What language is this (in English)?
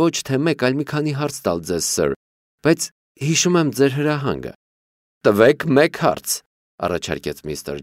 Armenian